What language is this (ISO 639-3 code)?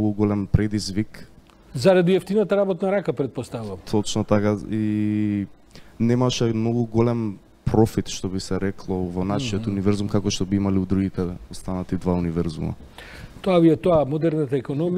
mkd